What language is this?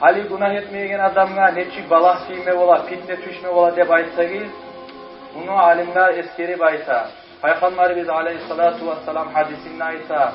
Kumyk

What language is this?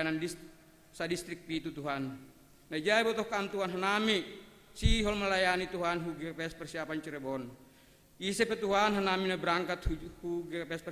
Batak Simalungun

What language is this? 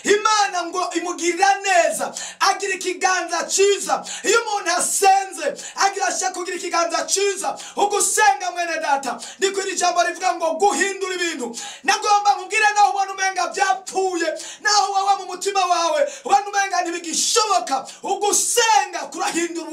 Rundi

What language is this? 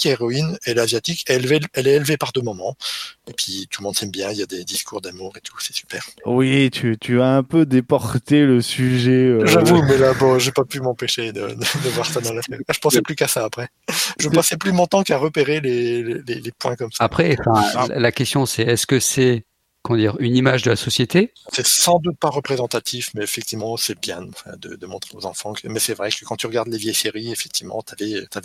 French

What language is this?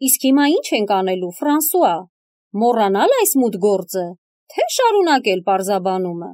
Armenian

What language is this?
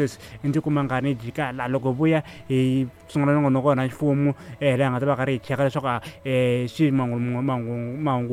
Tsonga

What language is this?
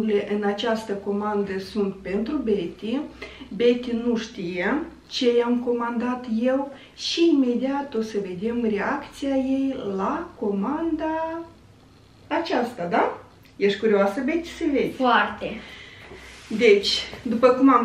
Romanian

